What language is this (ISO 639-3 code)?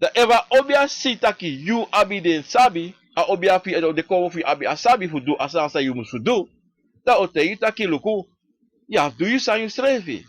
srn